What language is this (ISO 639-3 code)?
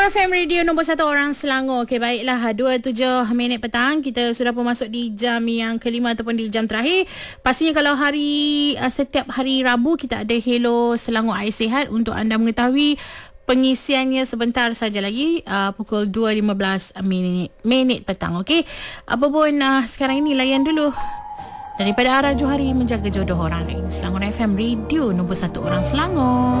msa